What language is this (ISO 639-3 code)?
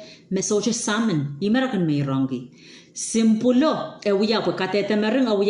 pon